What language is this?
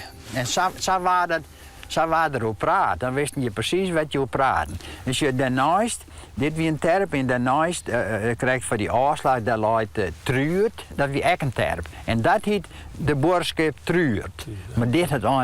Western Frisian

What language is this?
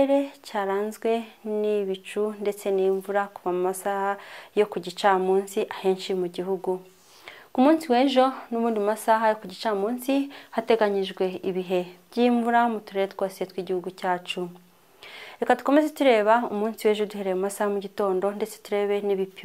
Kinyarwanda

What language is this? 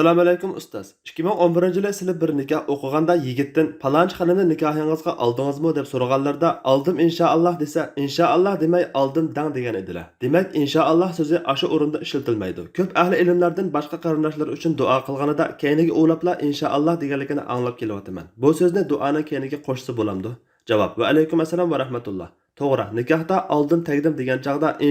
Uyghur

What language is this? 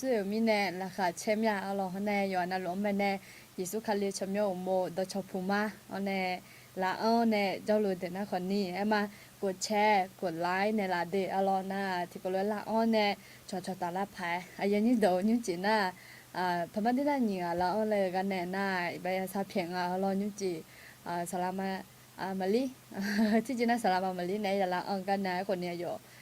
Akha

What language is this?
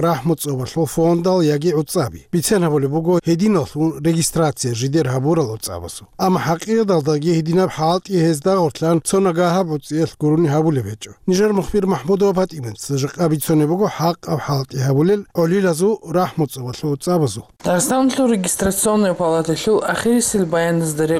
Avaric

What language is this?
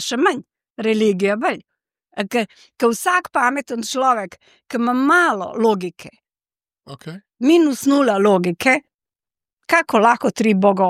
Slovenian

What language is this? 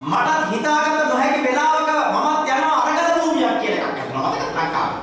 Sinhala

